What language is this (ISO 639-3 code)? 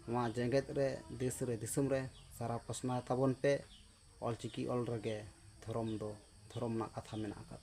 sat